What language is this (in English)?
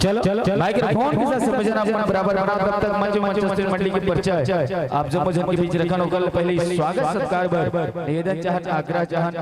Chhattisgarhi